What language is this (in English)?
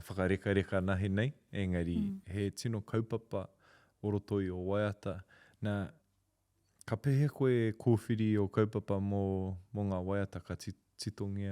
Māori